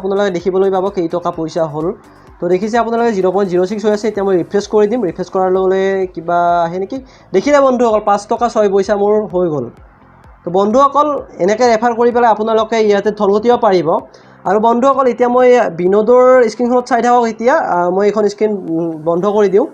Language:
Assamese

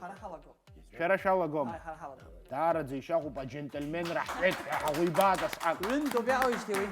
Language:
Abkhazian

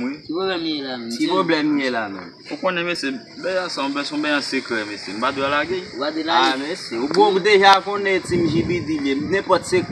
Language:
Haitian Creole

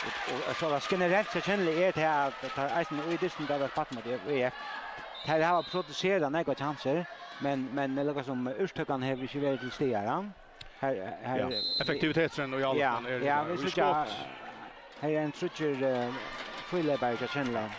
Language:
Faroese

